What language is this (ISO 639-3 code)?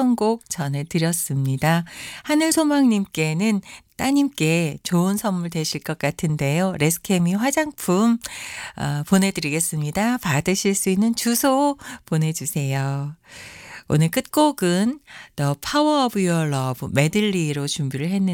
kor